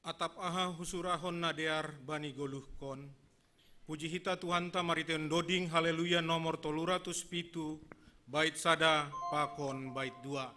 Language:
Batak Simalungun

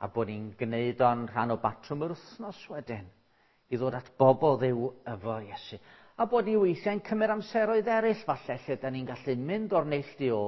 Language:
Welsh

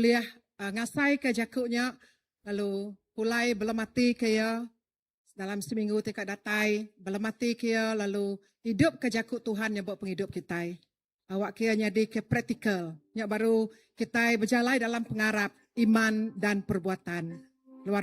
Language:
Iban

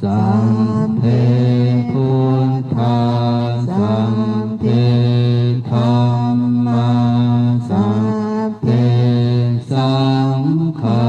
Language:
Pali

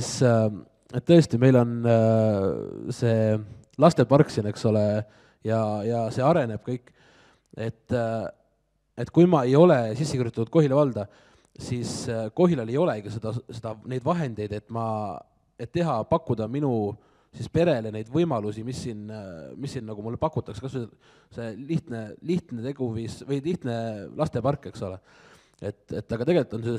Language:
Estonian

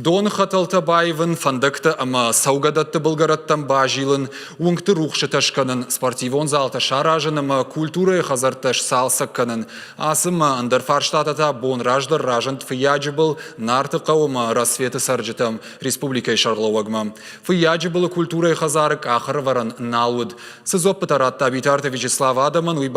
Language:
Ossetic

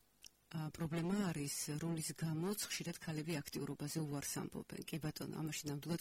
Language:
Georgian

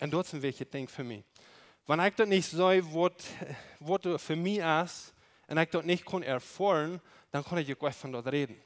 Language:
Plautdietsch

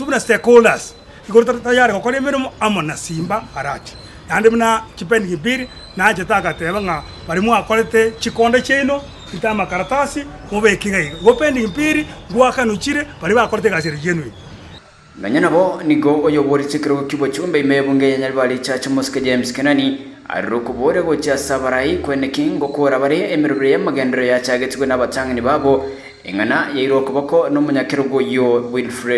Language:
Gusii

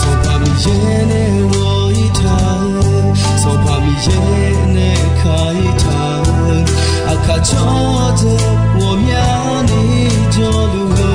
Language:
Akha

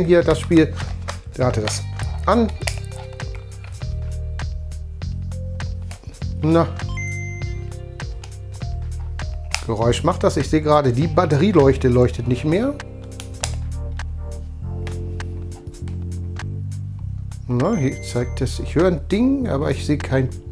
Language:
German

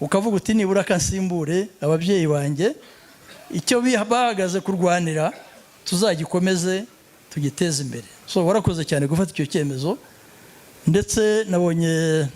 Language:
Kinyarwanda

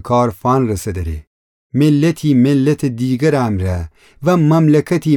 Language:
Gilaki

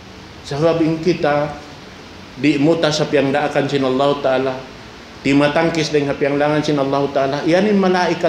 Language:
Tausug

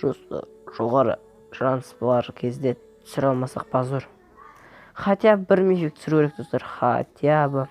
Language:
Kazakh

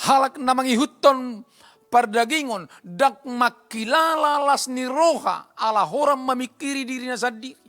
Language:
Batak Toba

